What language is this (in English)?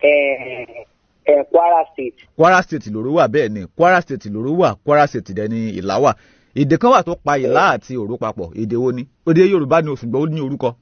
Yoruba